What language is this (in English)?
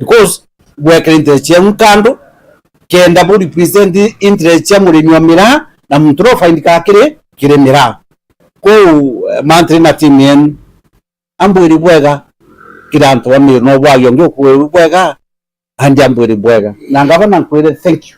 Meru